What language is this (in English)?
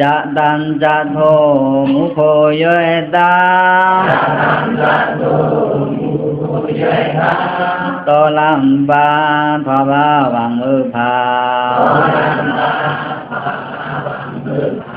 Pa'o Karen